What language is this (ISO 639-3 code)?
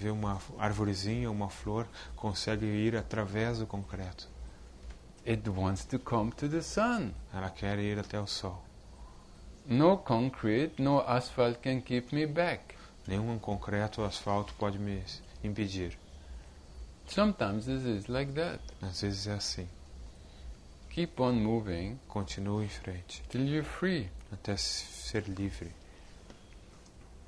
por